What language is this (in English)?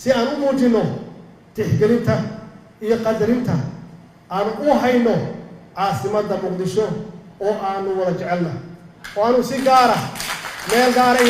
Somali